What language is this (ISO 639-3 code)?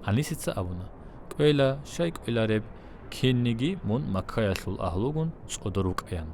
ava